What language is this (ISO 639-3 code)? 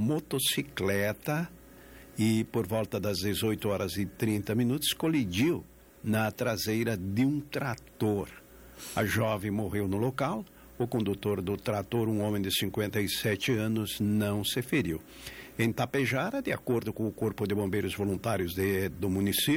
por